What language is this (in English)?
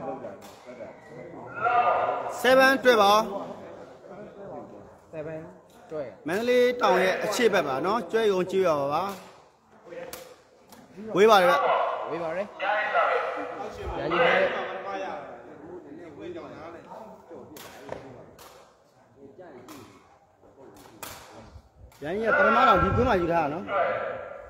Burmese